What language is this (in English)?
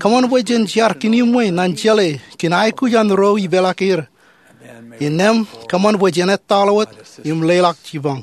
Marshallese